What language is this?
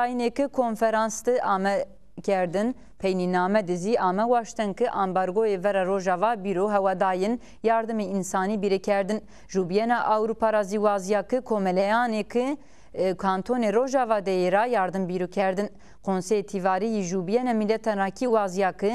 Zaza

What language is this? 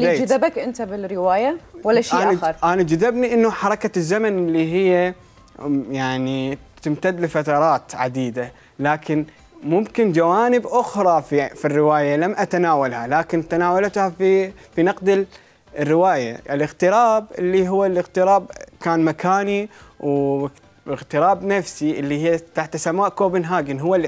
Mesopotamian Arabic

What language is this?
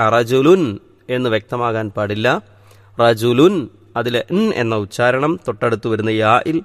Malayalam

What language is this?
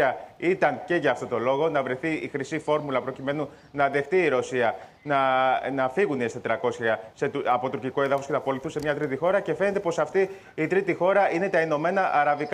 Greek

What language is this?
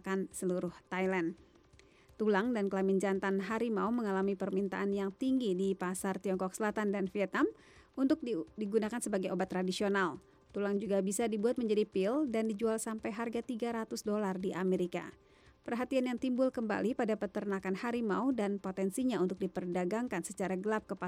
Indonesian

